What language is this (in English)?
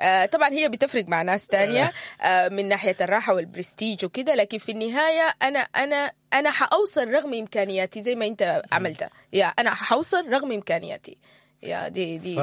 Sudanese Arabic